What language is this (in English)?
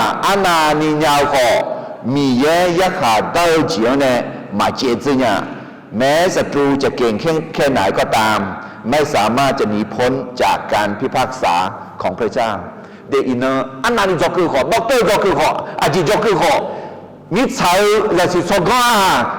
Akha